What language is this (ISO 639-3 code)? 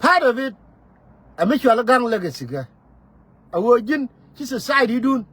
nus